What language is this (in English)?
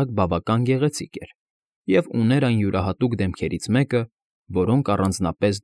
Armenian